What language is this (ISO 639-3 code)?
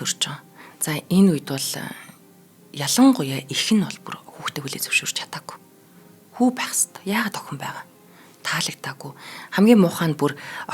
mon